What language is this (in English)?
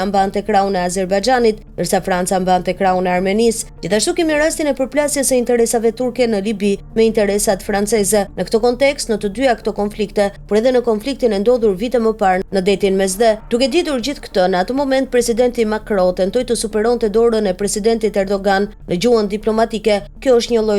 Albanian